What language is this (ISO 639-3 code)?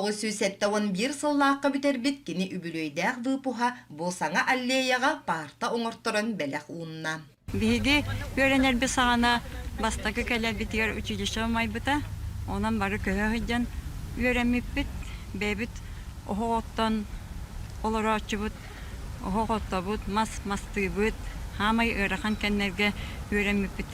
sah